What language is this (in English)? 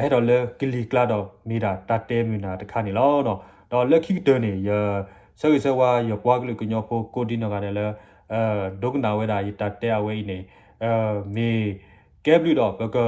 S'gaw Karen